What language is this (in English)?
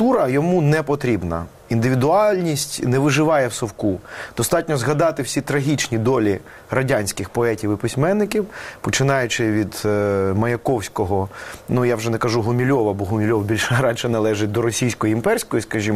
Ukrainian